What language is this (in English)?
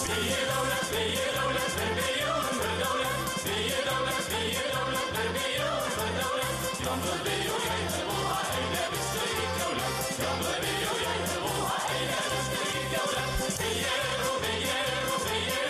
Bashkir